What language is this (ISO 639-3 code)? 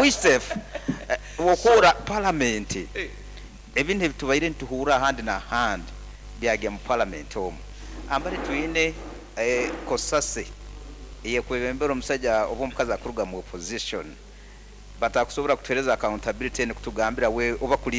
nyn